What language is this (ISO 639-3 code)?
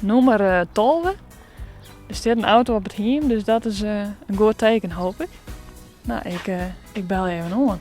fry